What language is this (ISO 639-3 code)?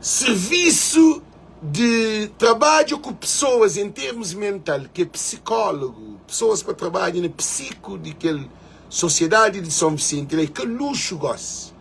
kea